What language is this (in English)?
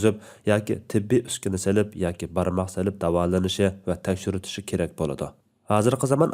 Uyghur